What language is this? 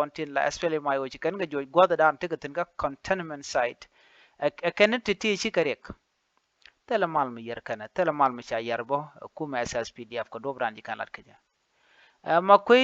Nuer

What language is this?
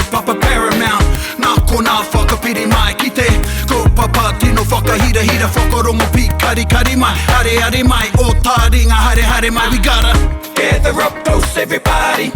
Māori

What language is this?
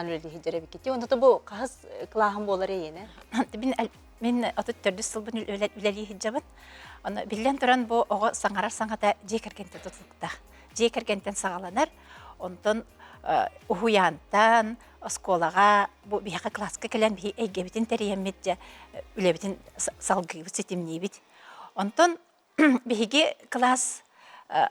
Yakut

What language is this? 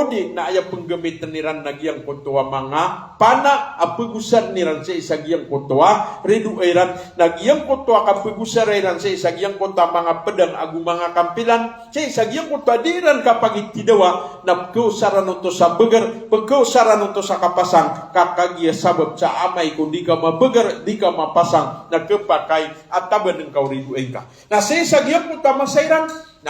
Maranao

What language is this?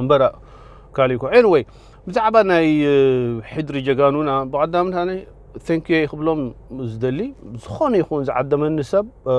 Tigrinya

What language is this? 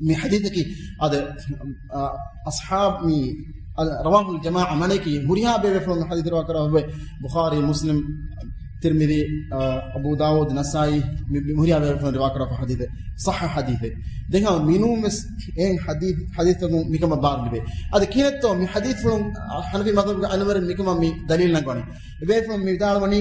Divehi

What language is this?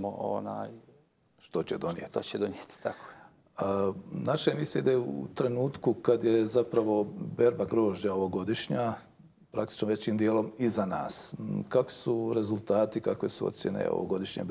Bosnian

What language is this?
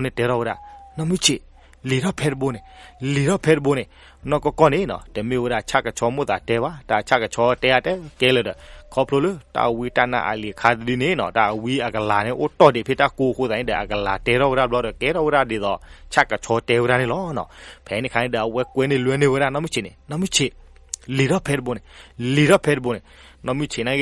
S'gaw Karen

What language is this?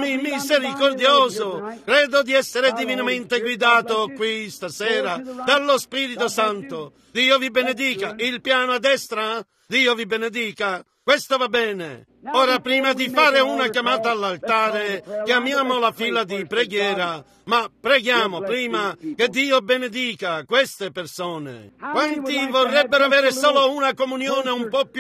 Italian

